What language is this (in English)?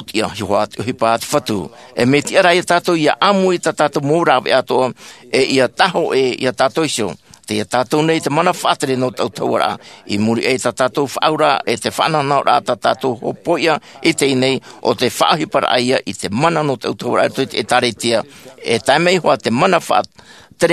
Tahitian